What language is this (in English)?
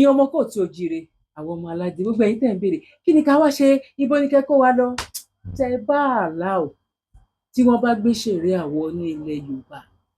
Yoruba